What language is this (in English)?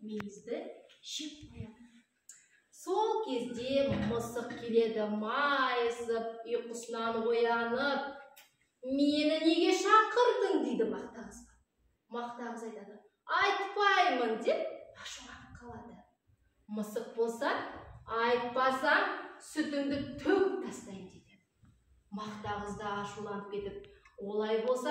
Kazakh